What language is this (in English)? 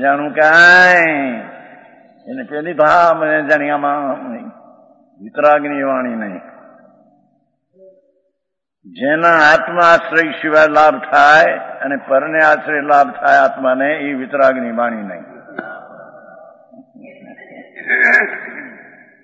Gujarati